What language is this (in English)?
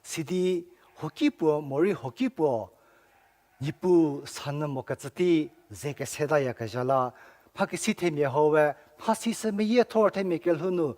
Angami Naga